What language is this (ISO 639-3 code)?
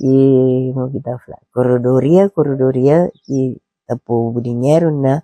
kea